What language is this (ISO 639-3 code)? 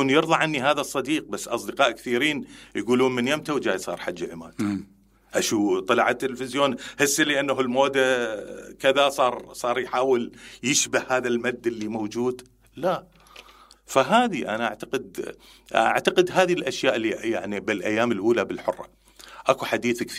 acm